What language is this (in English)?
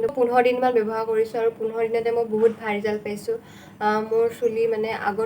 Assamese